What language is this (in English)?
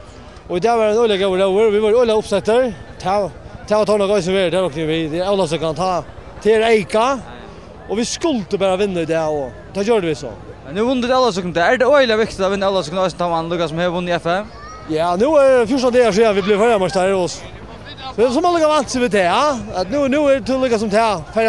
Faroese